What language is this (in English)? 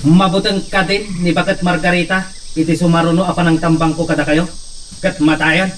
Iloko